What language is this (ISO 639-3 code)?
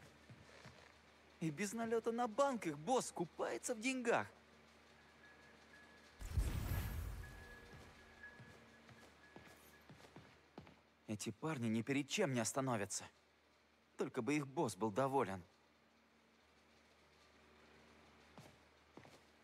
rus